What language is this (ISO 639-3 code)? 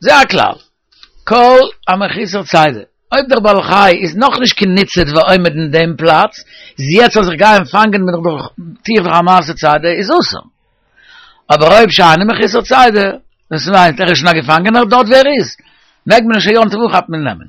yid